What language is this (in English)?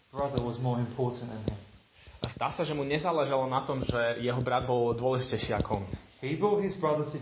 Slovak